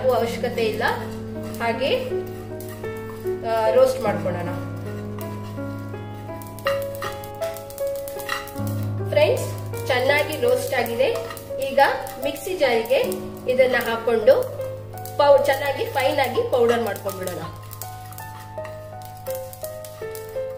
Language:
Kannada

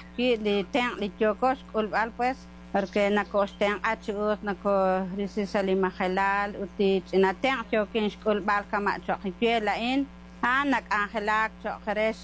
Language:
Kekchí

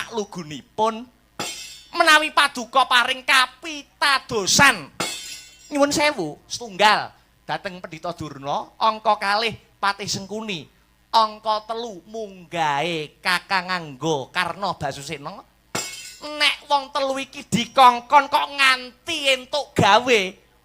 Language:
Javanese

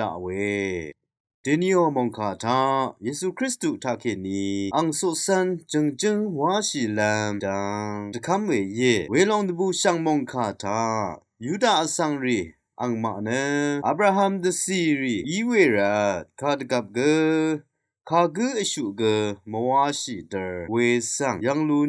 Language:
Rawang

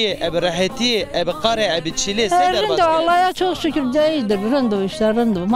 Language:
Zaza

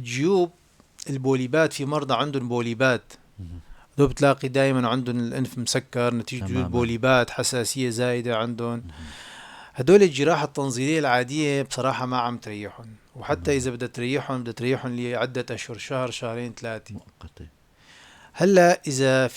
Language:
North Levantine Arabic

